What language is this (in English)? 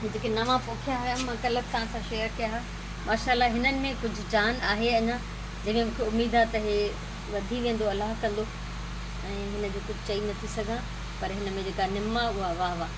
Sindhi